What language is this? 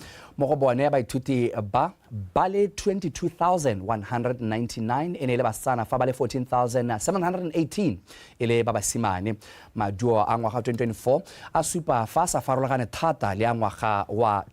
Tswana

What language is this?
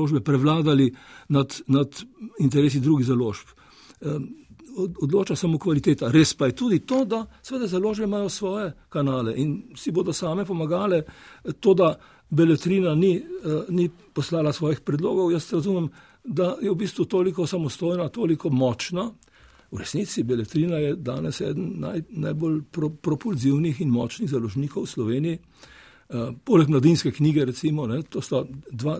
Slovenian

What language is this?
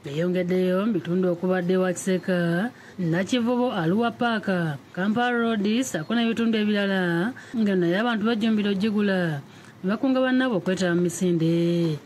Ganda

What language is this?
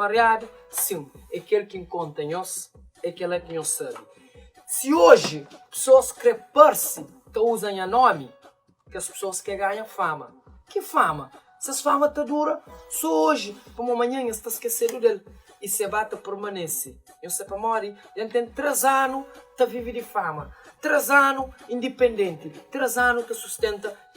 Kabuverdianu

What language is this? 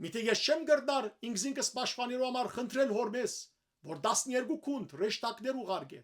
Western Armenian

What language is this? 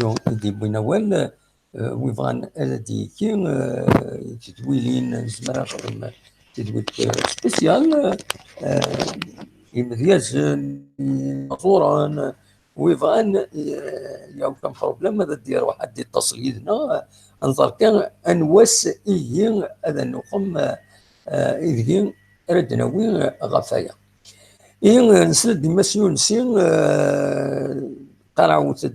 Kabyle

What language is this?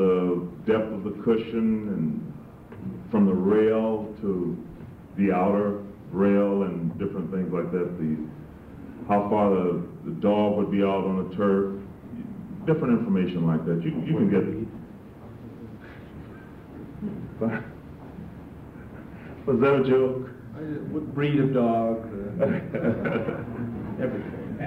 English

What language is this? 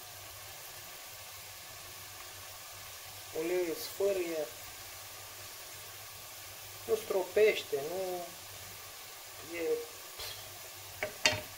Romanian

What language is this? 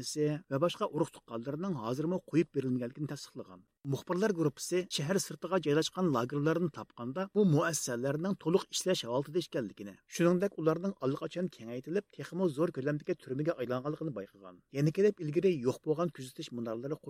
Uyghur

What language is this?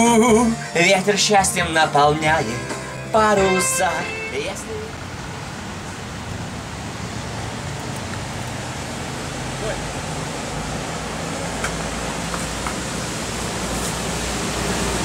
Russian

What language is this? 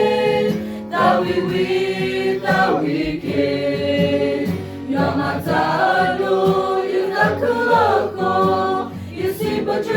S'gaw Karen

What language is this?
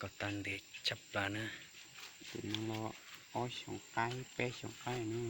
Hmong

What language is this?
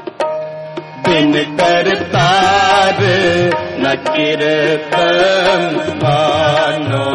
Hindi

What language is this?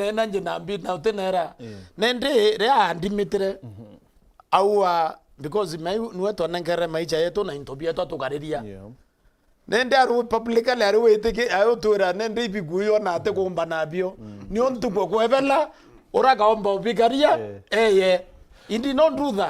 Meru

